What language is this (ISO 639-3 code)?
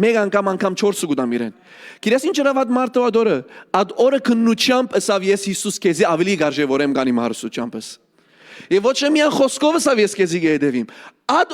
hyw